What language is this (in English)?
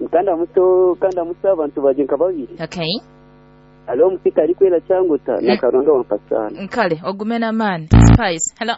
Nyoro